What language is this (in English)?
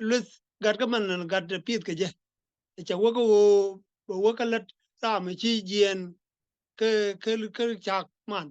Nuer